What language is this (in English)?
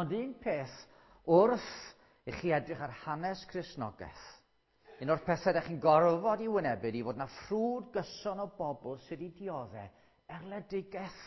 Welsh